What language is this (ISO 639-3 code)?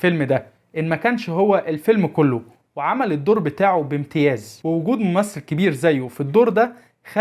arz